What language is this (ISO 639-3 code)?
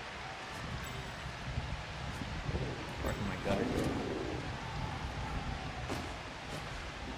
eng